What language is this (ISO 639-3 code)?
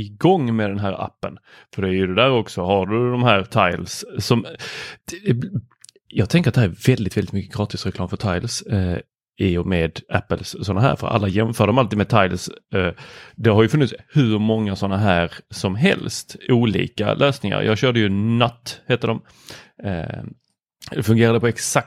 swe